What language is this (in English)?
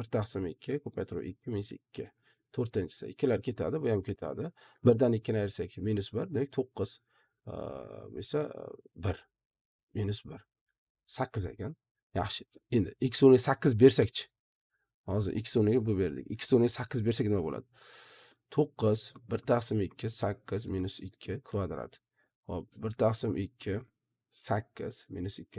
Uzbek